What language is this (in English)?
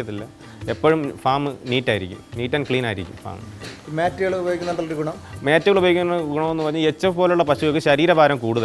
Malayalam